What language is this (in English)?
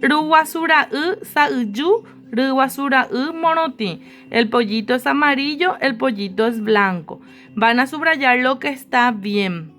Guarani